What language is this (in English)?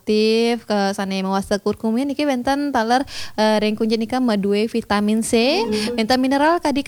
Balinese